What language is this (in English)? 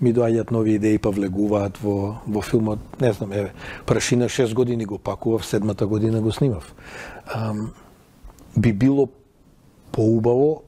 Macedonian